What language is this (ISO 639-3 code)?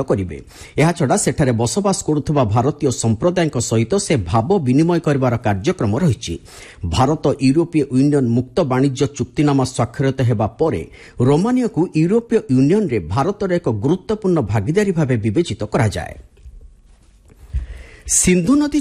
ori